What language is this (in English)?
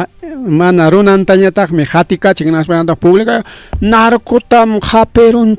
Ayacucho Quechua